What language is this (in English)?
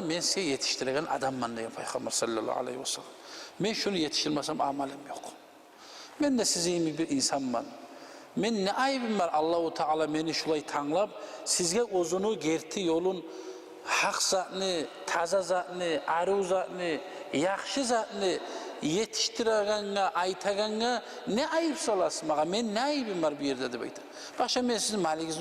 Kumyk